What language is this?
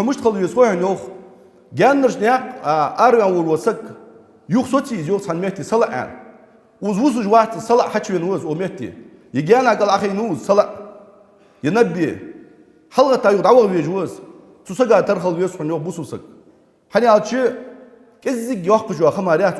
Ingush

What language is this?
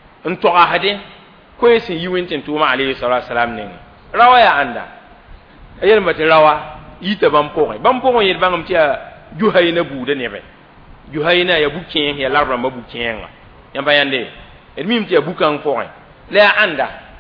Mossi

